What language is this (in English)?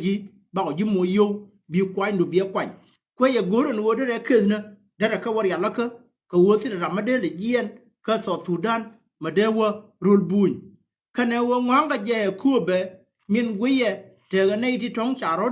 Nuer